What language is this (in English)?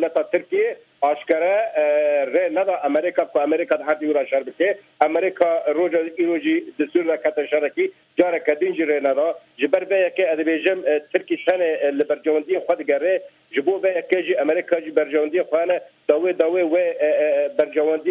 Kurdish